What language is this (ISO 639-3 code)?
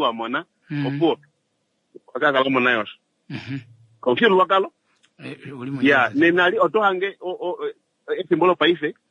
kua